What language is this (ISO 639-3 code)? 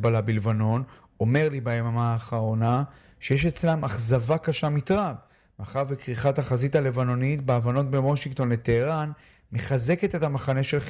heb